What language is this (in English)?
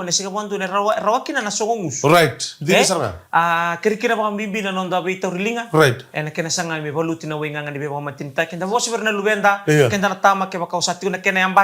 Fijian